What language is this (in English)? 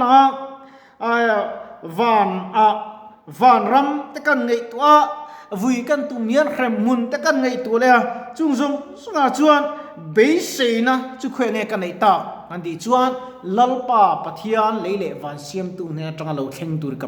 Mizo